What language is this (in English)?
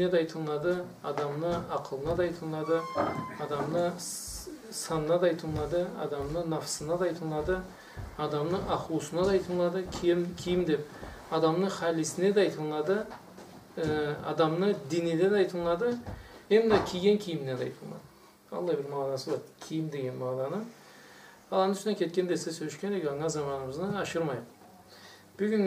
Karachay-Balkar